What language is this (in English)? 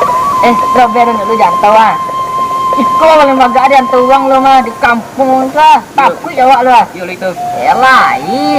Minangkabau